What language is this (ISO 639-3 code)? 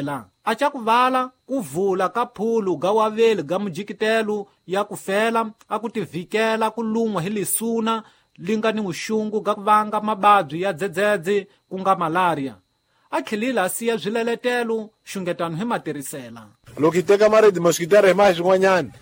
tso